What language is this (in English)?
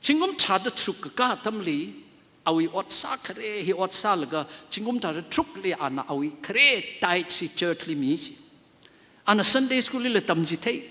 Tangkhul Naga (India)